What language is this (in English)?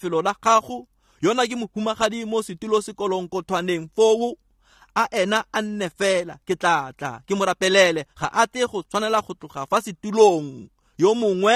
Tswana